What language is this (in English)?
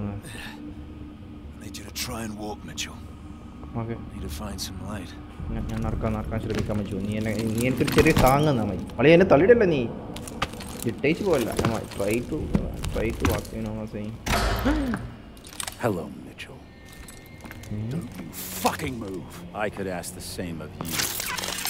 Malayalam